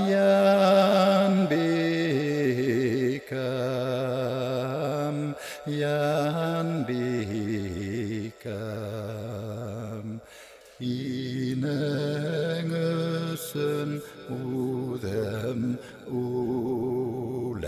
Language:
Bashkir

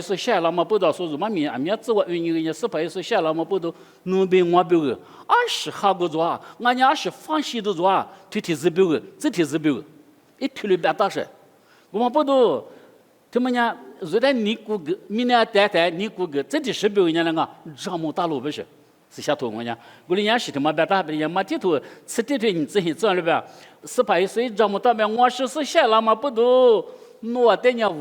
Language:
Lisu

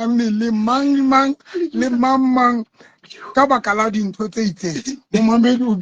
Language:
Southern Sotho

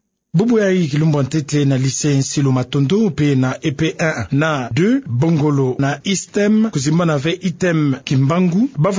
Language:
Kituba (Democratic Republic of Congo)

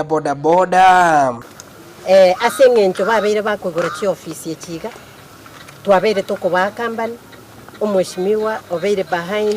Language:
Gusii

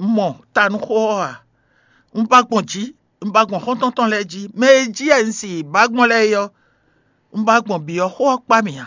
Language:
Fon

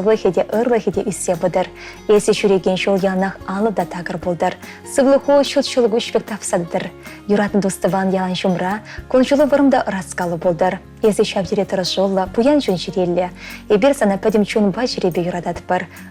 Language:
Chuvash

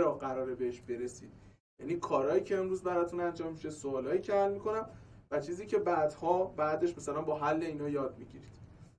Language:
Persian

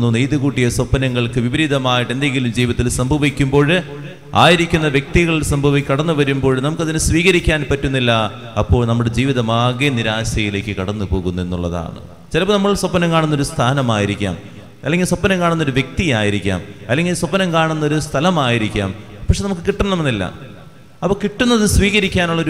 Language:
Malayalam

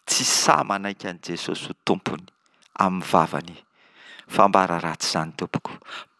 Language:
Malagasy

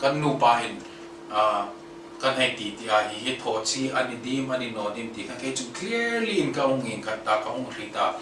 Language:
Hmar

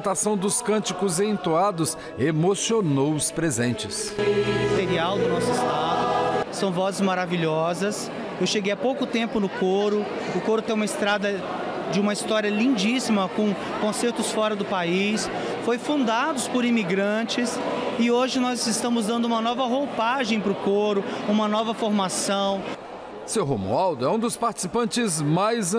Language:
Portuguese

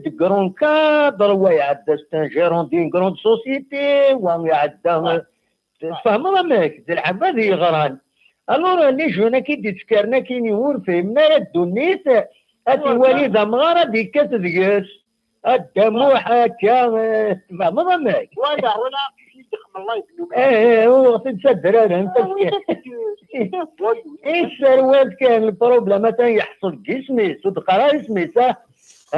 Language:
Kabyle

